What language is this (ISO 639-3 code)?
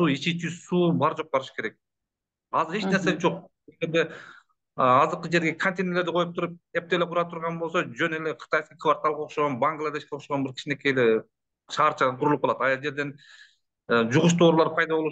kir